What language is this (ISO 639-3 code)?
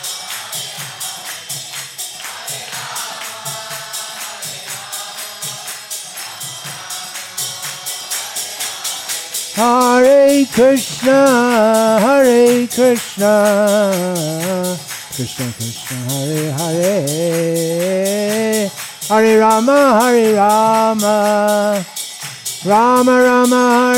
ben